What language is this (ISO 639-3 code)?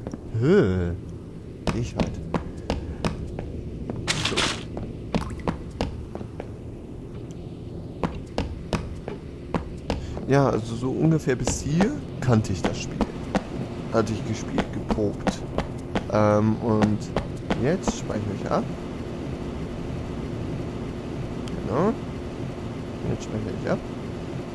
deu